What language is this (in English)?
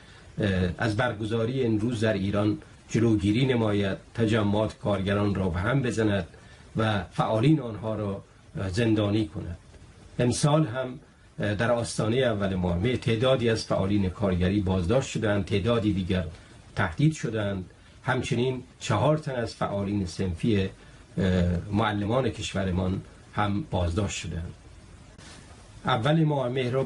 Persian